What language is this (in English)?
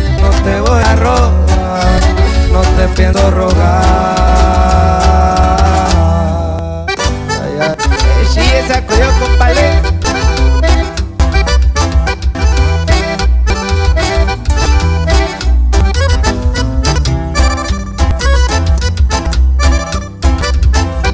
Spanish